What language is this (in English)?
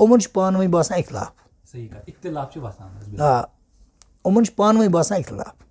Kashmiri